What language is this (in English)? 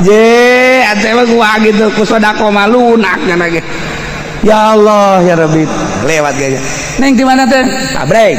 Sundanese